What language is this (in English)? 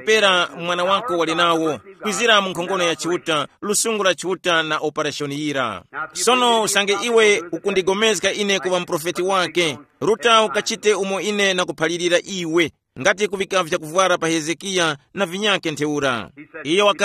Tumbuka